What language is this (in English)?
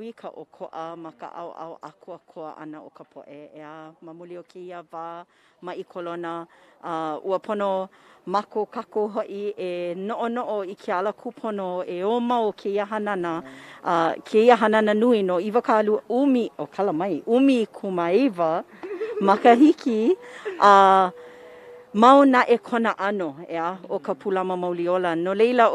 Hawaiian